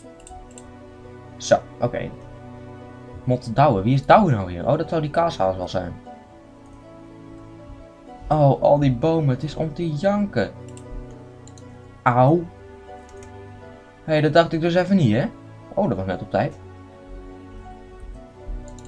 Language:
Dutch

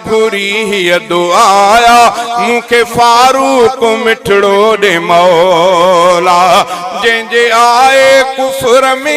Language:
Sindhi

